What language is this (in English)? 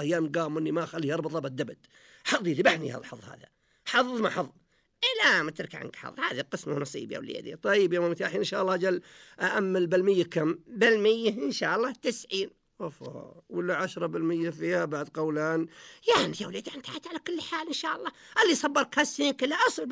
Najdi Arabic